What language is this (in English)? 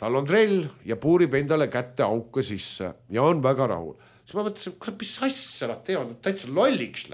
Estonian